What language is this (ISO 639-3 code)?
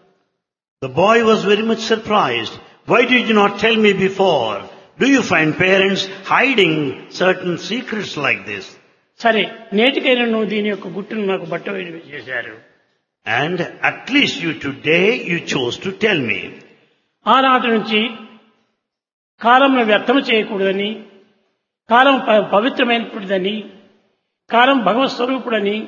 tel